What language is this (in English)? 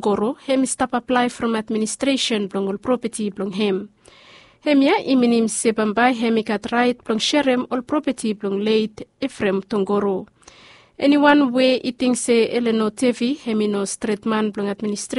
Bislama